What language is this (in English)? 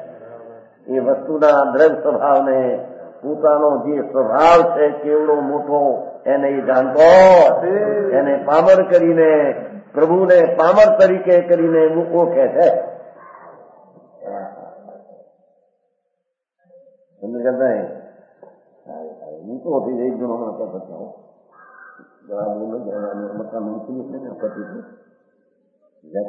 Gujarati